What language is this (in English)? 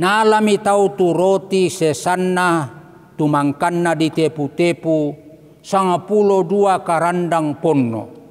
Toraja-Sa'dan